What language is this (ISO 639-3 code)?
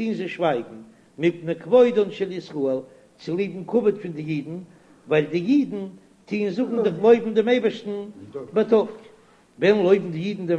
yid